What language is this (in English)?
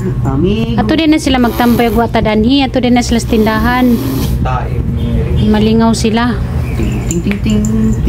Cebuano